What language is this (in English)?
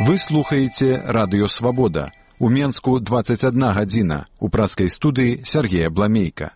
Belarusian